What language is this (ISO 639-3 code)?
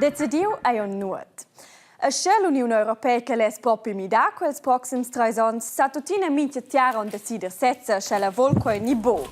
roh